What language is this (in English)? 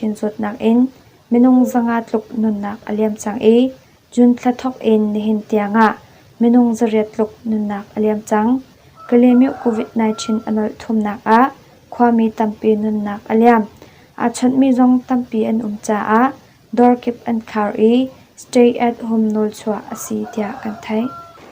Hakha Chin